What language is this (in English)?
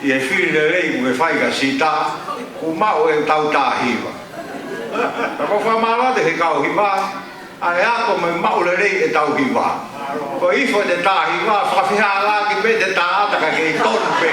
Tongan